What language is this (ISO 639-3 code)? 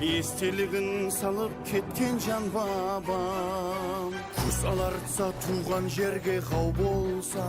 kaa